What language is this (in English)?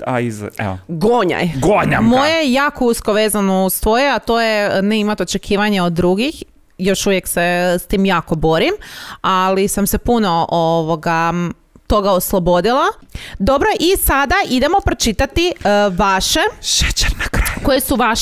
Croatian